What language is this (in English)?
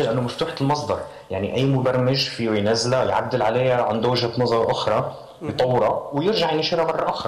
Arabic